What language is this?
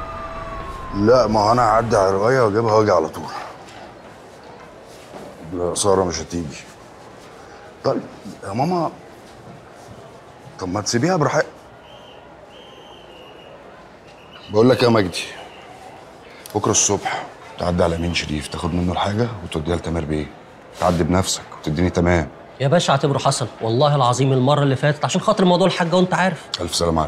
Egyptian Arabic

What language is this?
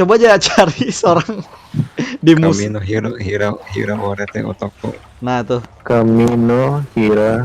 Banjar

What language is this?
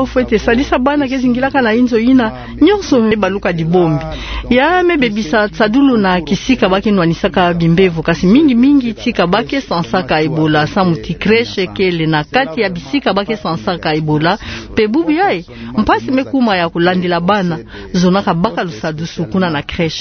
Kituba (Democratic Republic of Congo)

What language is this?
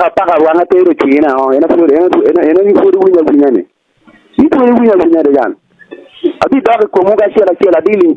Acoli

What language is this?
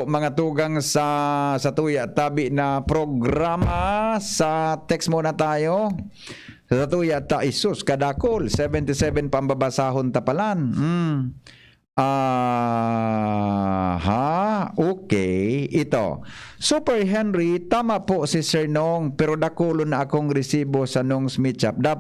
Bikol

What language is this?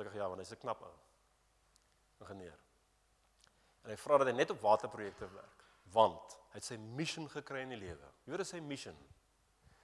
Afrikaans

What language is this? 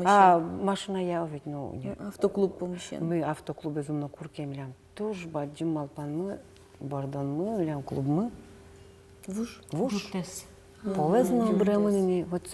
Udmurt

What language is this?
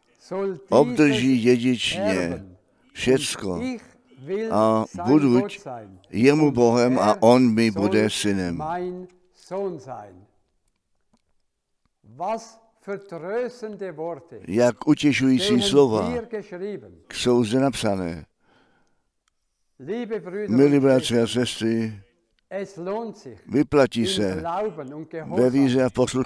Czech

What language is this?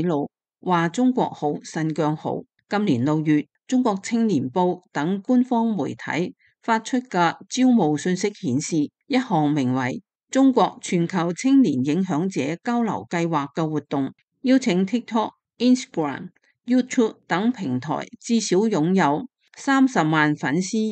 Cantonese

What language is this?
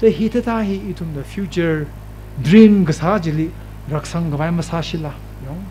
Tangkhul Naga (India)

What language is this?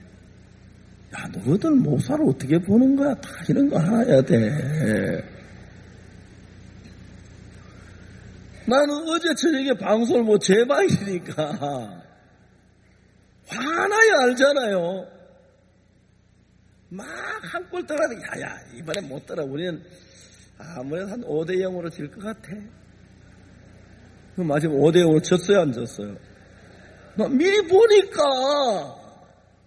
Korean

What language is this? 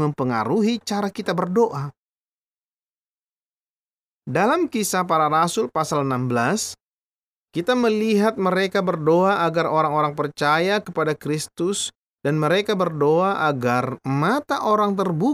Indonesian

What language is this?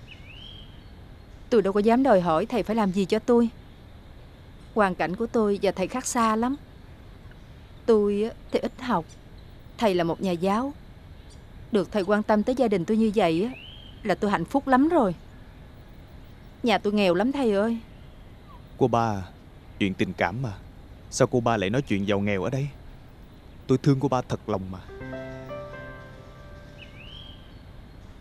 Vietnamese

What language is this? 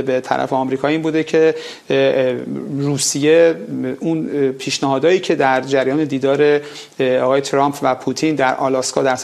Persian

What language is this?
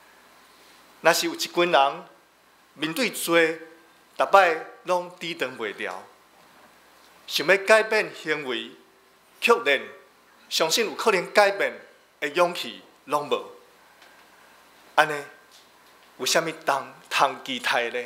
Min Nan Chinese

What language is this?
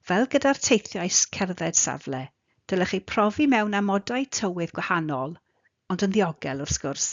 Welsh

